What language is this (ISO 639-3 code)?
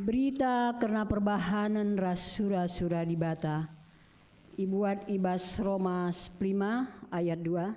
btx